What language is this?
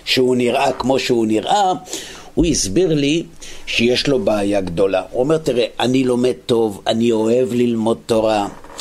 Hebrew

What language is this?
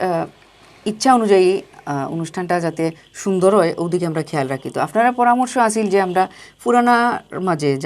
Sylheti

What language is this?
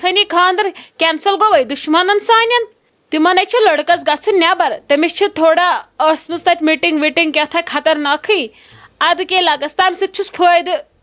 Kashmiri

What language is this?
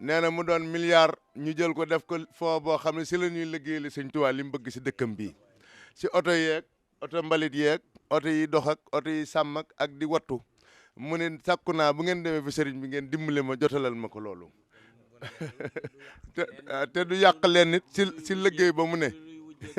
Wolof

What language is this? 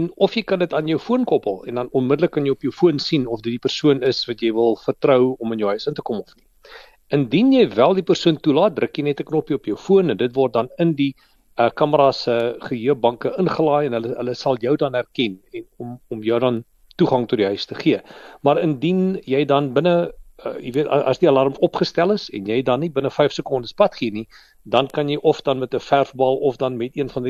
Afrikaans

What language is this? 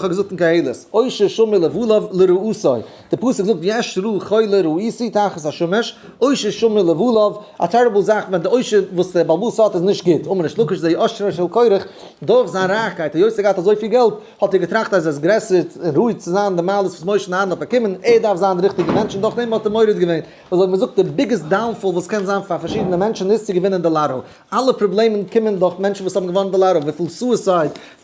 Yiddish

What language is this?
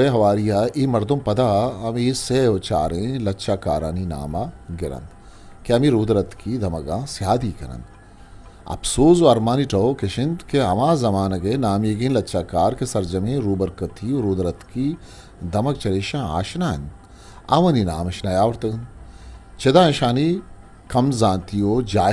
Eastern Balochi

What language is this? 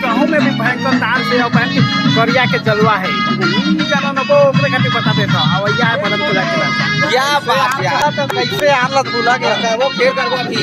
Chhattisgarhi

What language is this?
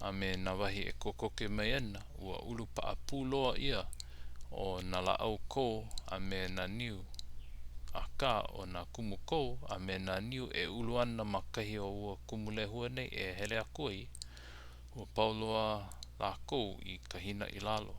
Hawaiian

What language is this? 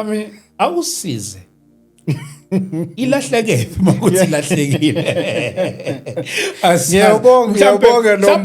Zulu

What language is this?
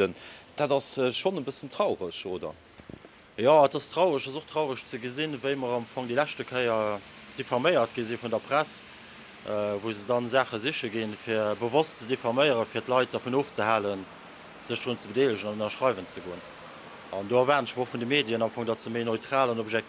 Luxembourgish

